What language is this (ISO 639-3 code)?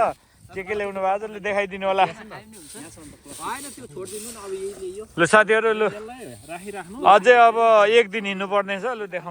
nep